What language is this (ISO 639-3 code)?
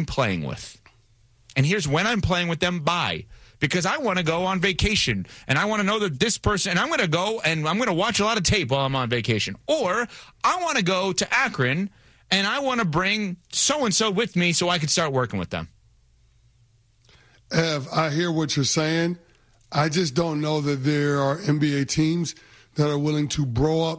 eng